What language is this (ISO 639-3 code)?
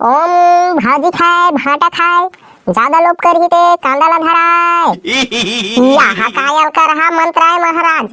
hne